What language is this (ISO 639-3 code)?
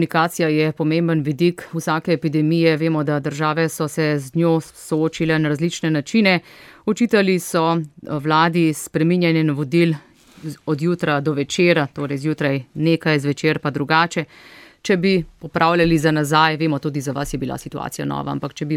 slv